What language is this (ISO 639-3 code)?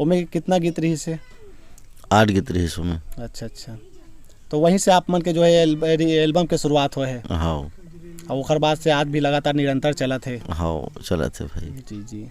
hne